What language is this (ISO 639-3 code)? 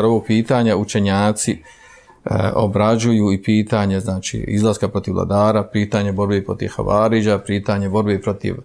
bos